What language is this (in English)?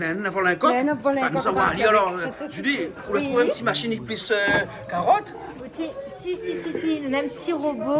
Réunion Creole French